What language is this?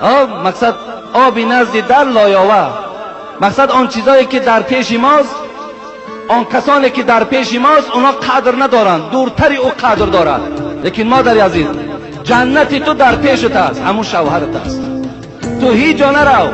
Tajik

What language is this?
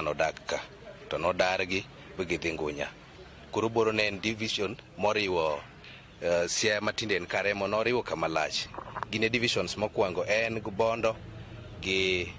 Luo (Kenya and Tanzania)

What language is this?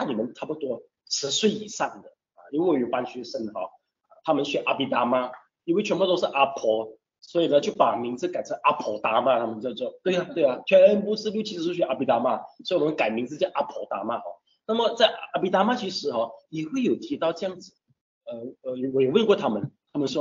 Chinese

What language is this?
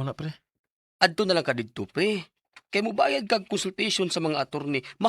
Cebuano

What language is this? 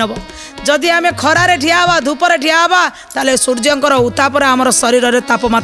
Odia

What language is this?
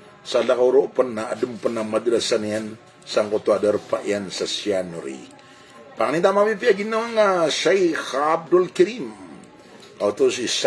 Maranao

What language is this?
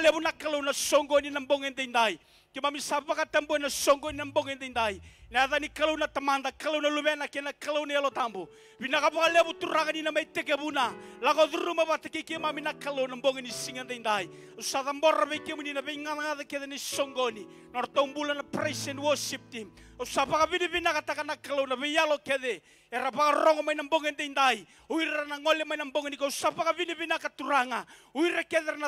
Fijian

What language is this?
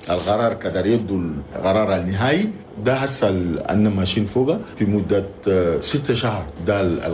Chadian Arabic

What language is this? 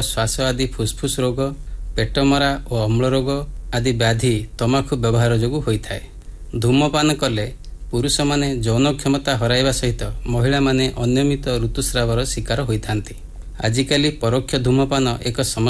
Odia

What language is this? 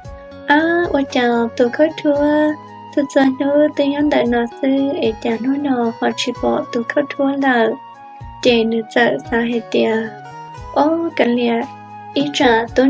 Hmong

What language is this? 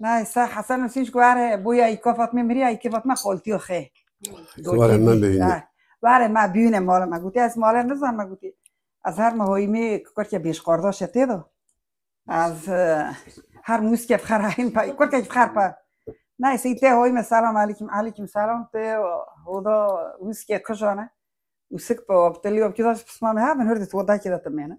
Kurdish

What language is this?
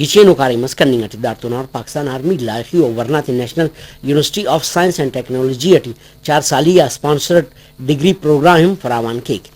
Brahui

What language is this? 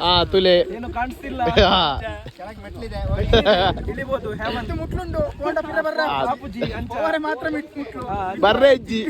Tulu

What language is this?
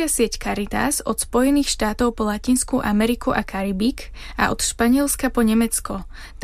Slovak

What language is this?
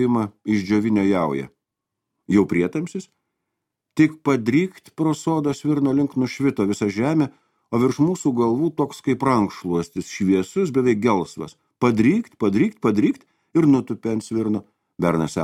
Lithuanian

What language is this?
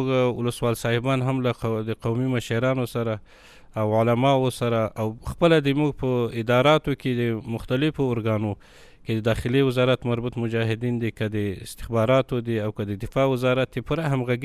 Pashto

